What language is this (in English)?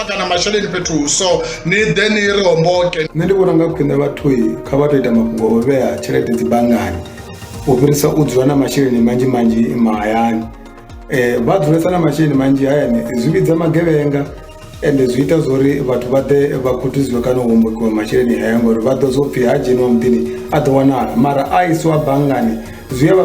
Venda